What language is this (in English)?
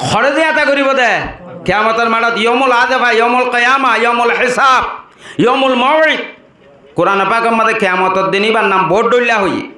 Rohingya